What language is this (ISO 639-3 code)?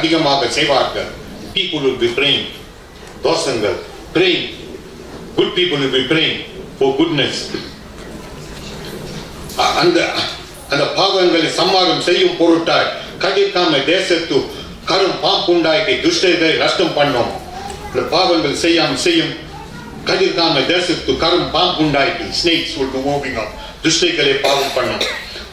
tam